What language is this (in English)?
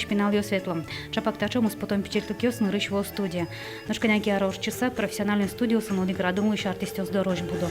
Udmurt